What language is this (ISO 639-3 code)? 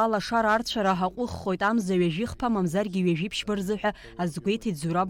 abk